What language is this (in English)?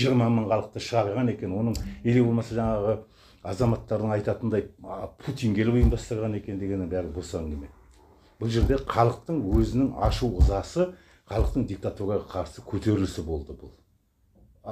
Kazakh